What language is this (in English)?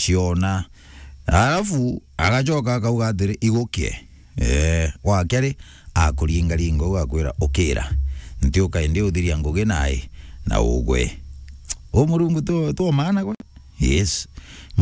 Meru